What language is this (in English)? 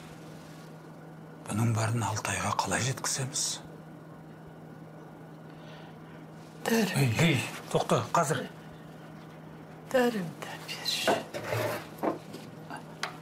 Kazakh